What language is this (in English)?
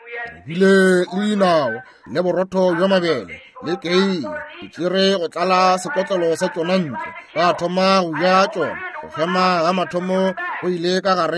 Northern Sotho